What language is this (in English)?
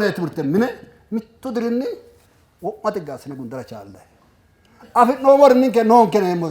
Sidamo